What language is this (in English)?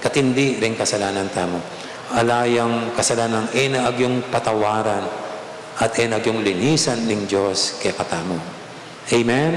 Pampanga